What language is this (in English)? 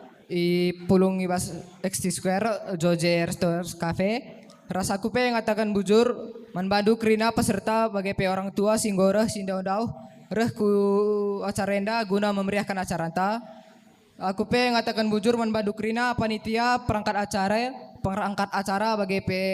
Batak Karo